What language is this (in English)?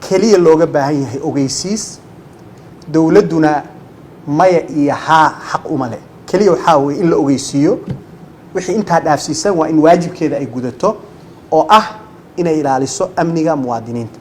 Somali